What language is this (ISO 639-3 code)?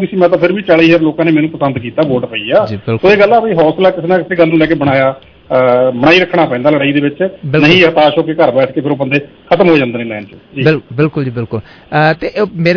pan